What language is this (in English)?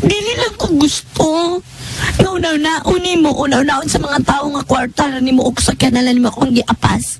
Cebuano